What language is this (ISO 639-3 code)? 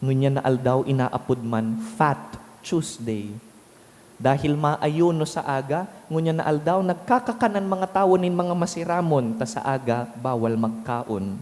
bik